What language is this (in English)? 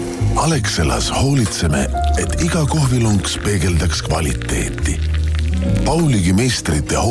Estonian